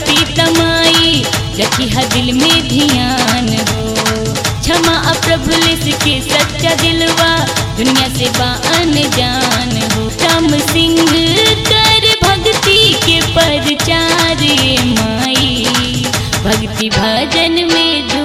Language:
Bhojpuri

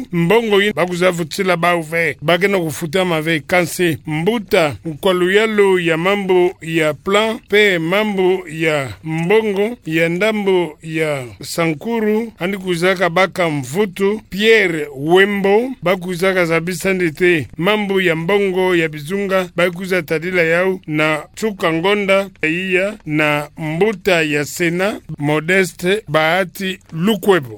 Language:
Kituba (Democratic Republic of Congo)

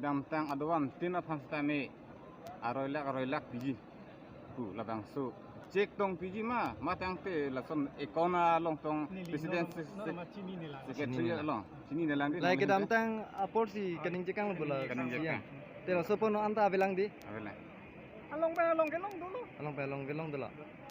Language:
Karbi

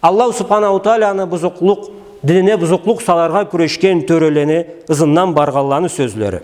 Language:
Karachay-Balkar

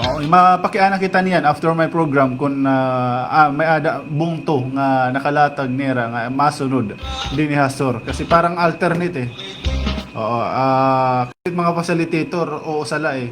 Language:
Waray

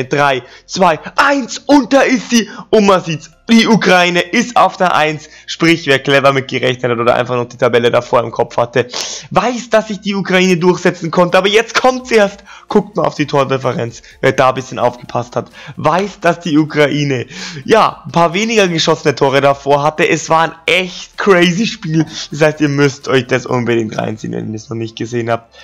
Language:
German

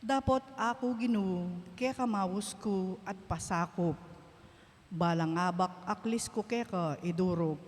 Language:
Pampanga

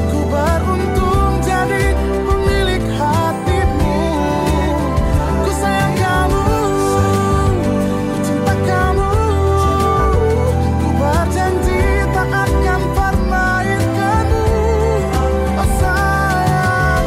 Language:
Indonesian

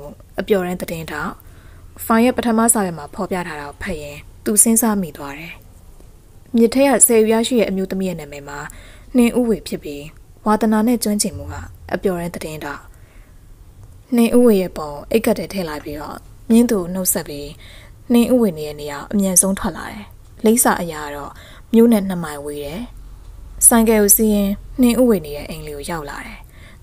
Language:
Burmese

